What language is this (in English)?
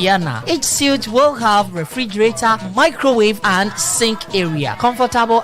Ewe